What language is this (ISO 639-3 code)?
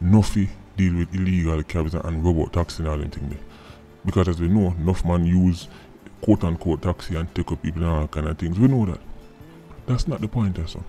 jam